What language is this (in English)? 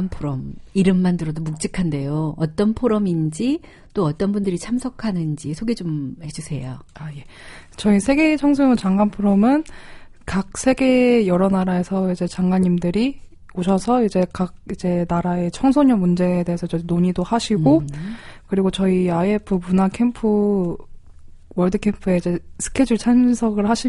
Korean